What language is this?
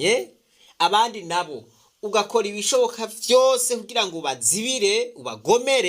Rundi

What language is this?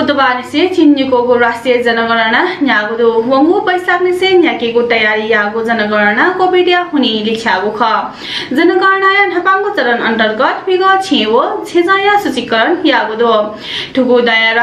Newari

